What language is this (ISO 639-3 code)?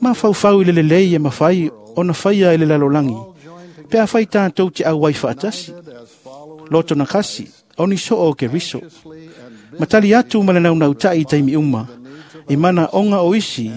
smo